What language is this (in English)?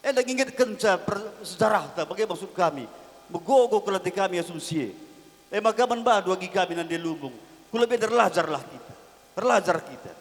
Batak Karo